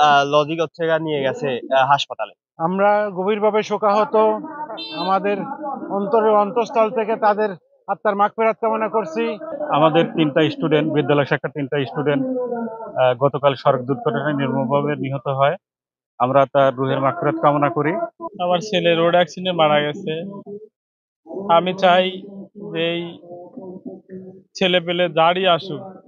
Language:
Bangla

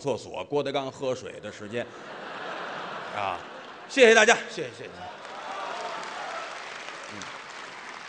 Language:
Chinese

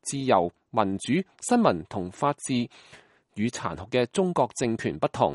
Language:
Cantonese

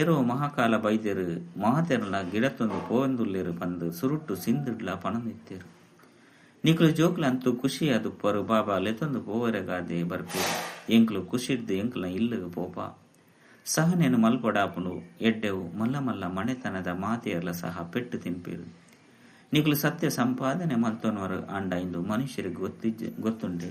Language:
Tulu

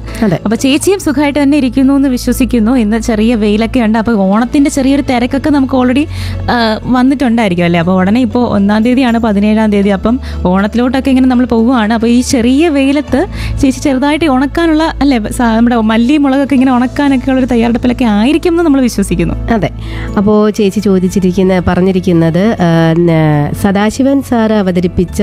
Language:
Malayalam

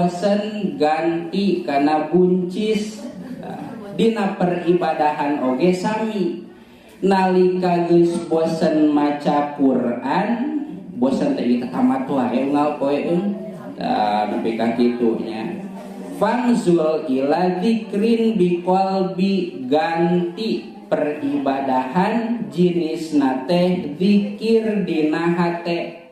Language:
Sundanese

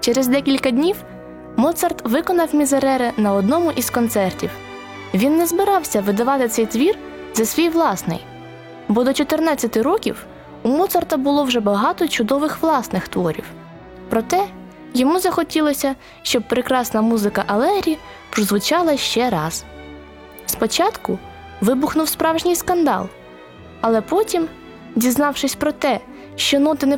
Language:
Ukrainian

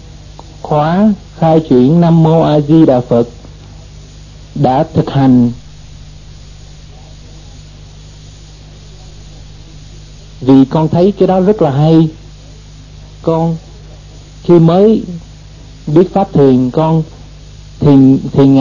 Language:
Vietnamese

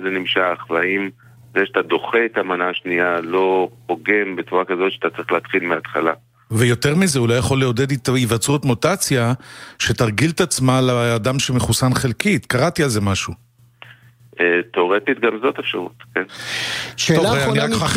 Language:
Hebrew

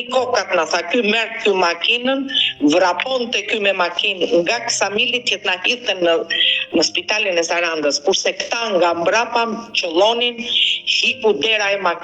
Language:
Albanian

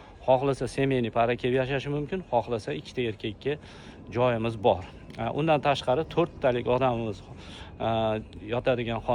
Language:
Uzbek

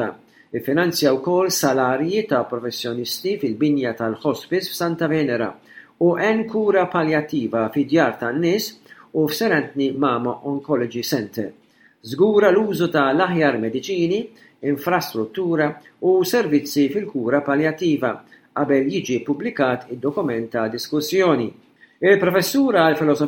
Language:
Maltese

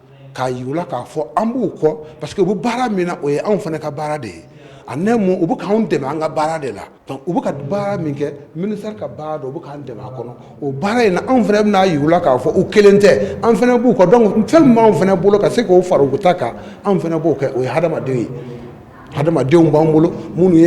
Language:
Bambara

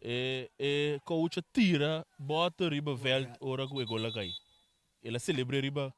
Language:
Papiamento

